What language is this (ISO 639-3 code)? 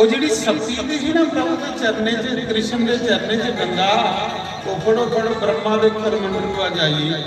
doi